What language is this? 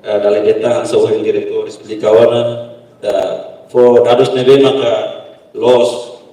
Tetum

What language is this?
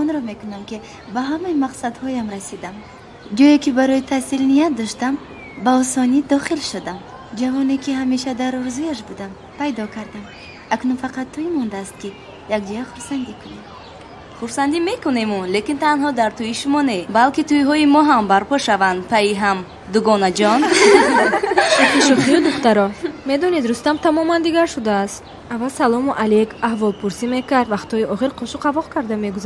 Tajik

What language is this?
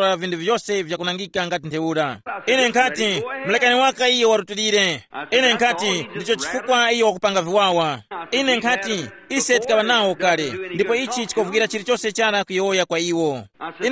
Tumbuka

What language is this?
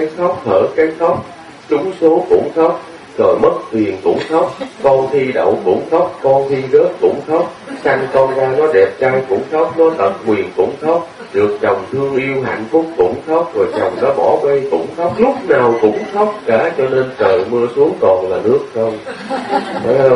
Vietnamese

